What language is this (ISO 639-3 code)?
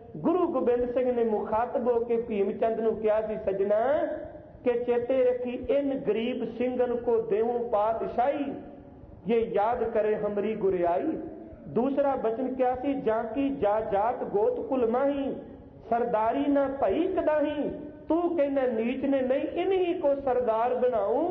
pan